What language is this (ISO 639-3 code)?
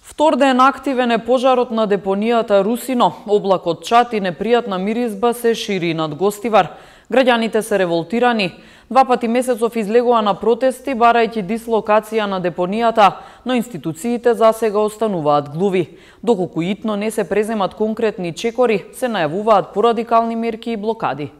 mkd